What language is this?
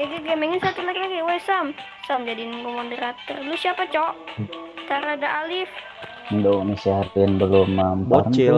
Banjar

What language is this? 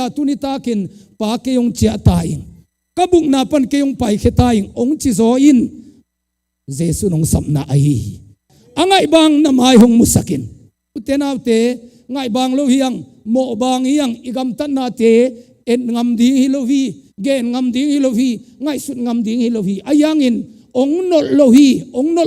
Tedim Chin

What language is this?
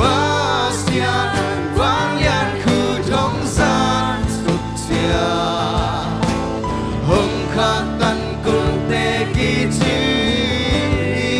Tedim Chin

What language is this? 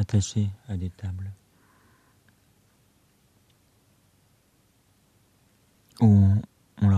French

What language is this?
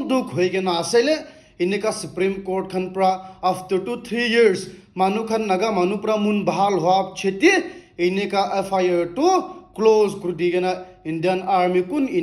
Naga Pidgin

